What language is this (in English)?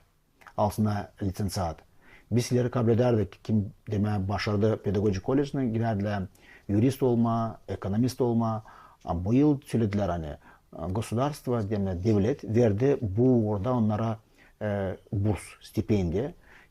Gagauz